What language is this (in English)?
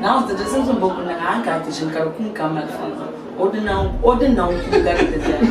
Dagbani